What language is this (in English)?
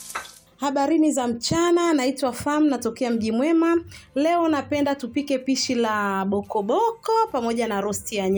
Swahili